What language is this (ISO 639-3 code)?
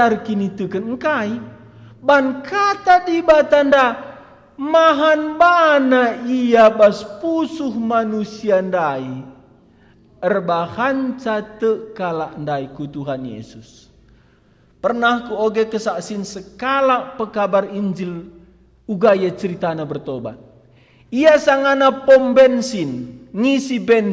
btx